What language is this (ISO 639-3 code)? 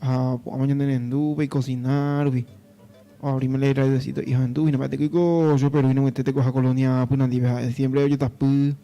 grn